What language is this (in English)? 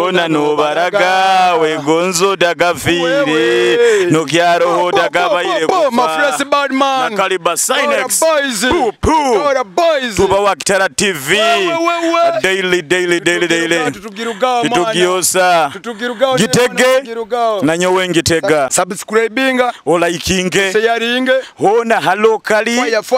Nyoro